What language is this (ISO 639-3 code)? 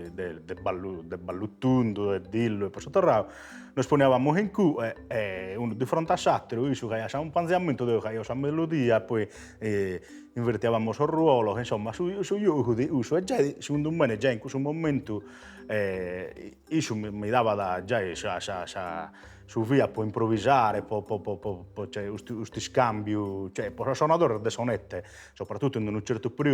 srd